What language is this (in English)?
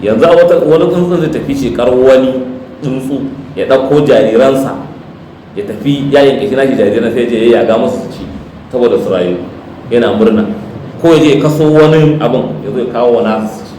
Hausa